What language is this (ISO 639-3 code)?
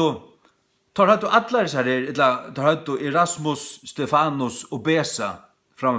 fao